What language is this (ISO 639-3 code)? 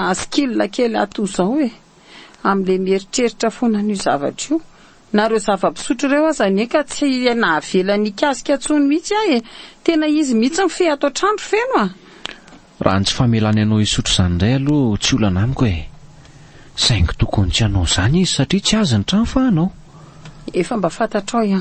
mlg